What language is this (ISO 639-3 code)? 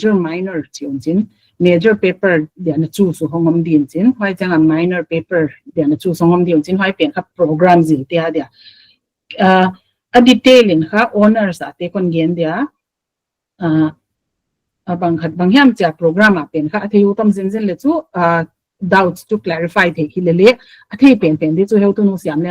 pck